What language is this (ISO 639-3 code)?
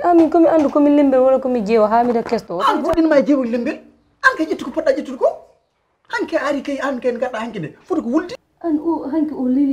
ful